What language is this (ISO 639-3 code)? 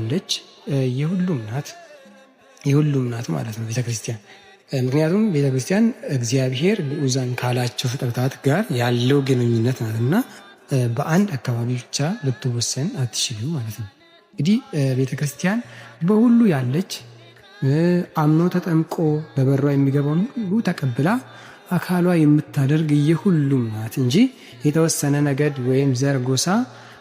amh